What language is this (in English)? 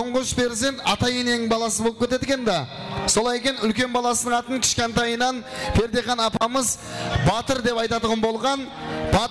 Kara-Kalpak